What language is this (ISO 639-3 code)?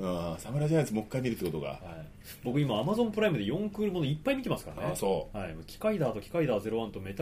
jpn